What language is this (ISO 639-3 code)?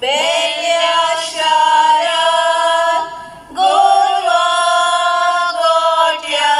kok